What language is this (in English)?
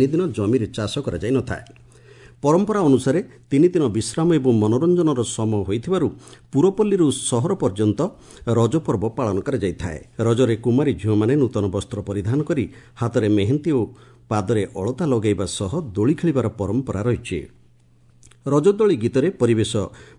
Odia